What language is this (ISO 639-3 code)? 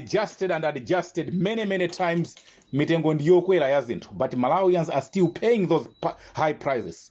nya